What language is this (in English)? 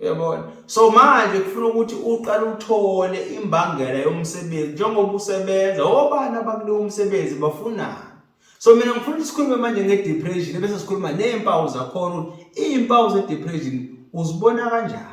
Zulu